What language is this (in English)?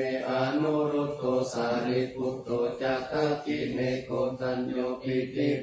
Pali